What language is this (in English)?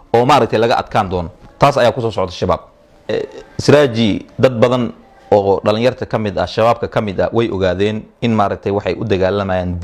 Somali